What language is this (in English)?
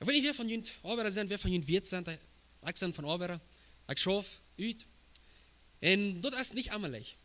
Plautdietsch